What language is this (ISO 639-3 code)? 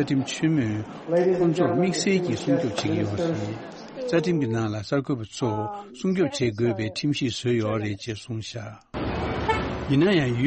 bod